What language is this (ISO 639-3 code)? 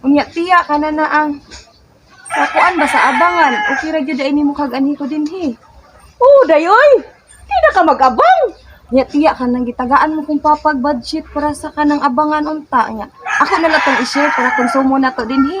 ceb